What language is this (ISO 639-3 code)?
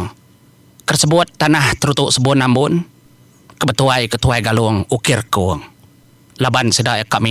iba